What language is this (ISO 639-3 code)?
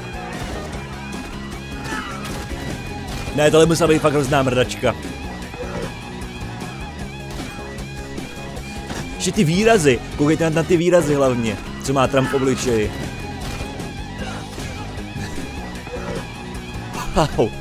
ces